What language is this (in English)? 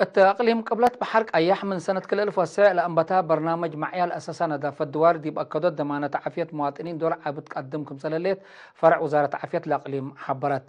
Tigre